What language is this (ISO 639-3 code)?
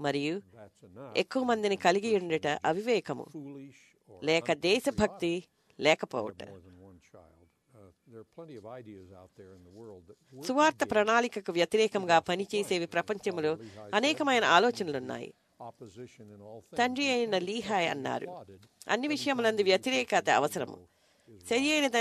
tel